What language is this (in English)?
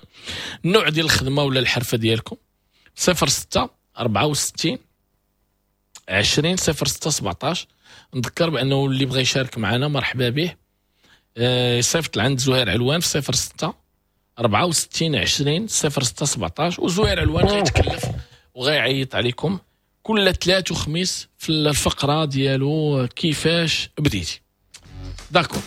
Moroccan Arabic